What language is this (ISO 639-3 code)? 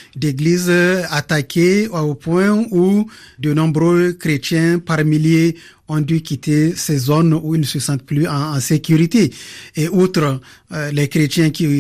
fra